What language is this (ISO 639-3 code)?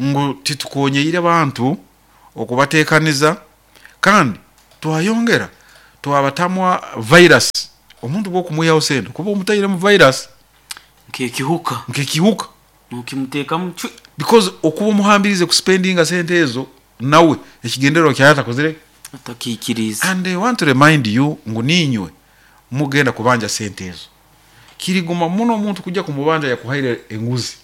nyo